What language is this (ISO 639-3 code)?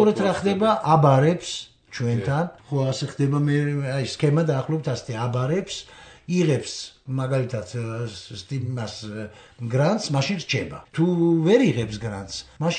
kat